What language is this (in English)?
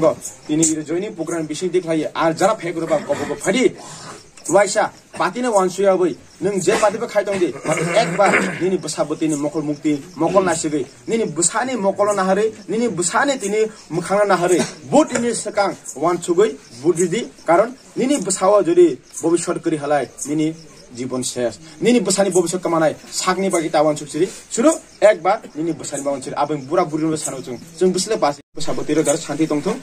Kok Borok